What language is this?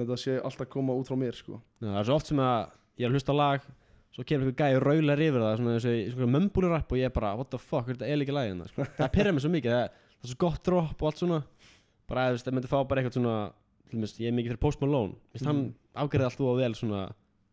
Icelandic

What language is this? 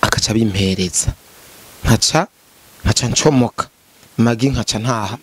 Rundi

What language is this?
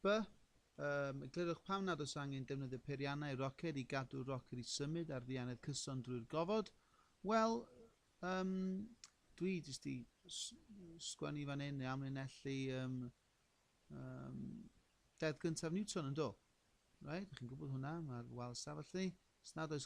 Welsh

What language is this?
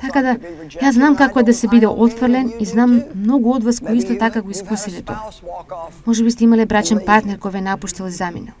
Macedonian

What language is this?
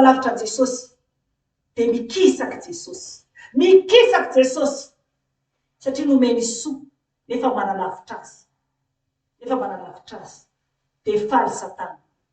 Malagasy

